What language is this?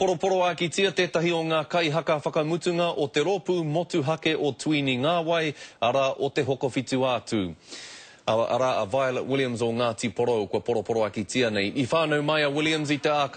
Māori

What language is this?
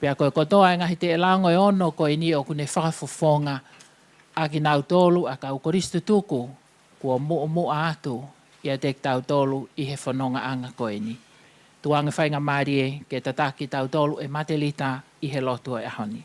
Tongan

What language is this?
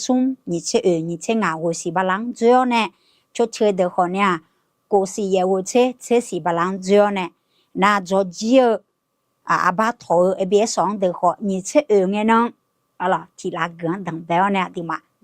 Akha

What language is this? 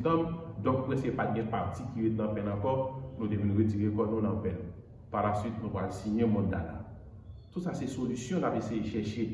Haitian Creole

